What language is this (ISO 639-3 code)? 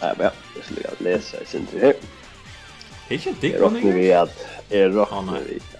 fao